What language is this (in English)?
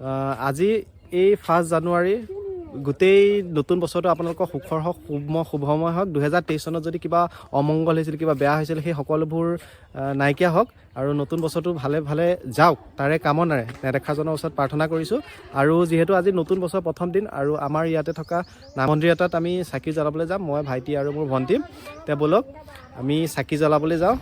Assamese